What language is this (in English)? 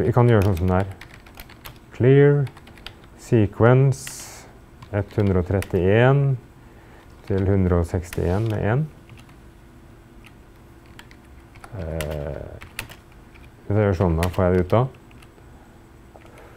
Norwegian